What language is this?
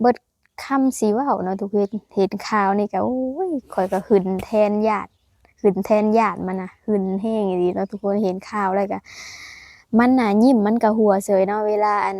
Lao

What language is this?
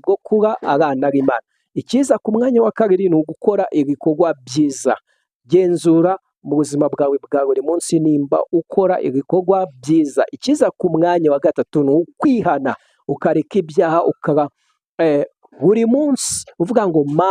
Kinyarwanda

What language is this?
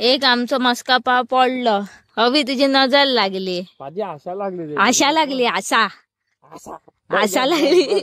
Konkani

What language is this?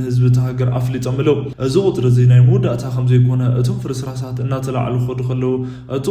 Tigrinya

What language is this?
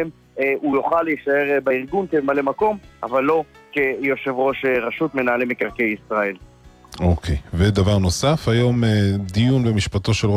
Hebrew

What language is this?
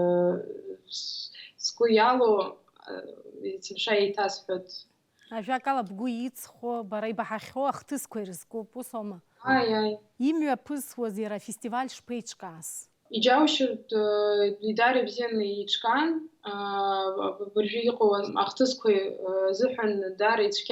Abkhazian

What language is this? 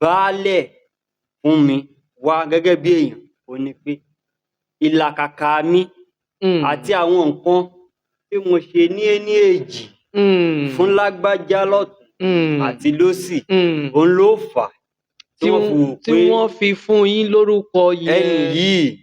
Yoruba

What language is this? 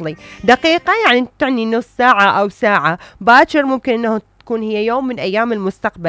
Mesopotamian Arabic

